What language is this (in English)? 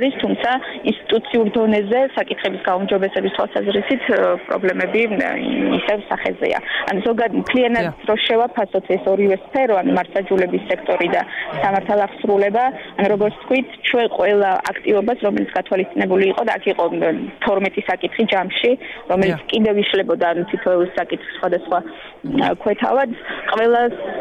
Georgian